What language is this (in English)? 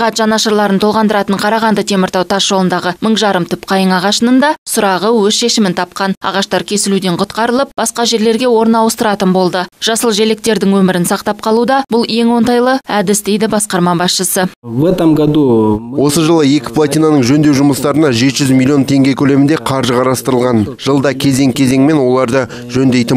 Kazakh